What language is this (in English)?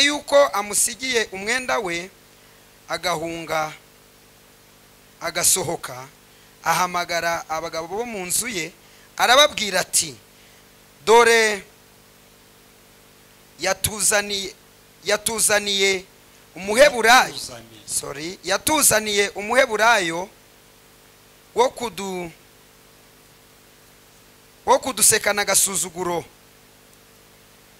Kinyarwanda